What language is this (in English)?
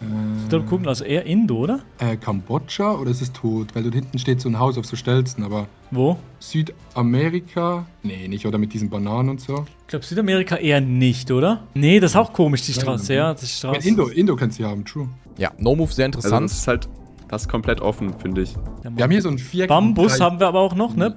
Swiss German